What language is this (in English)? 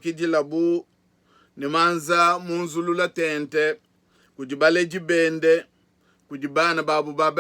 Luba-Lulua